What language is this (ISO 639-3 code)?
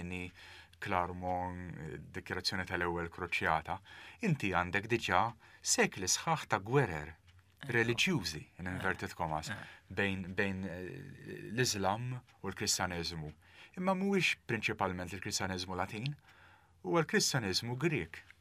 mlt